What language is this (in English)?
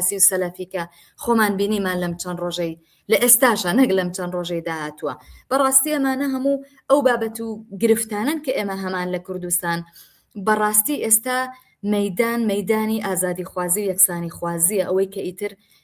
Central Kurdish